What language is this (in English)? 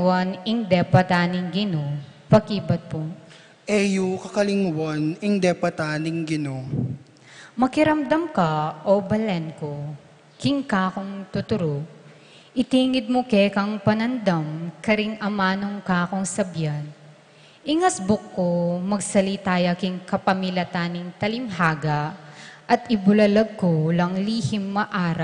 Pampanga